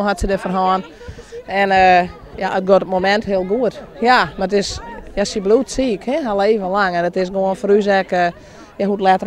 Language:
Western Frisian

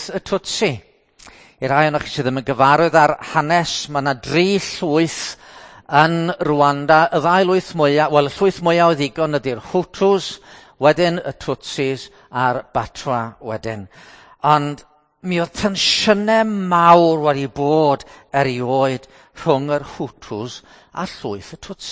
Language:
Welsh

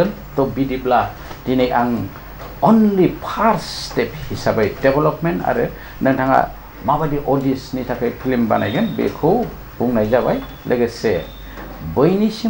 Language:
Bodo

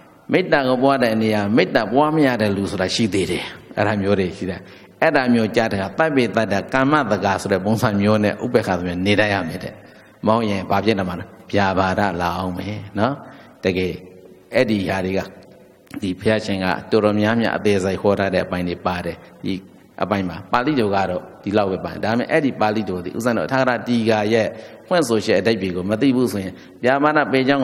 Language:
Burmese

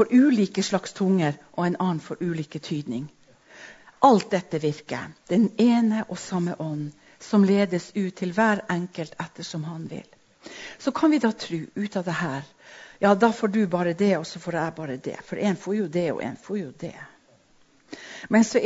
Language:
Norwegian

